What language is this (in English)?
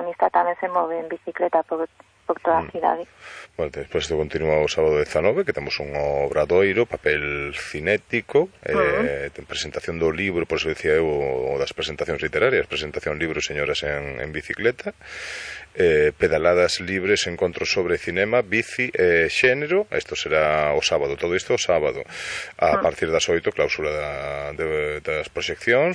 Galician